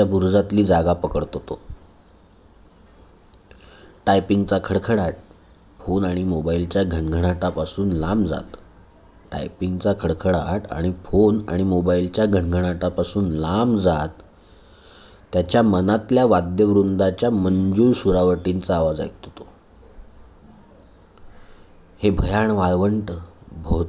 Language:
Marathi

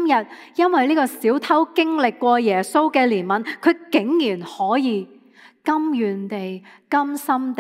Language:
Cantonese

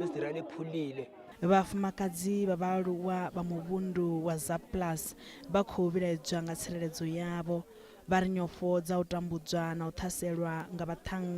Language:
Venda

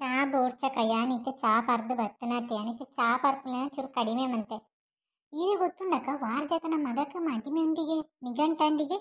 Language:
Tulu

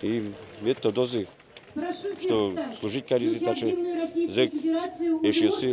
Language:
Udmurt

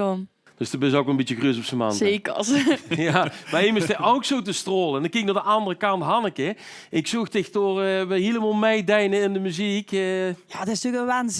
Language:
Limburgish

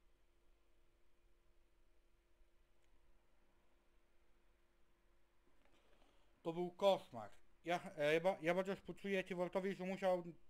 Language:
Polish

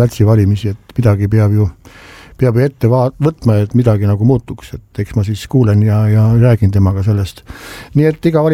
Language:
Estonian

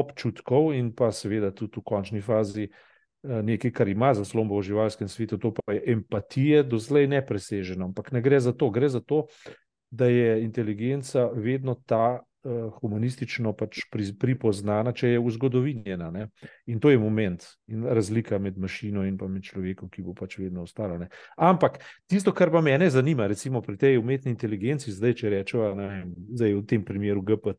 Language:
Slovenian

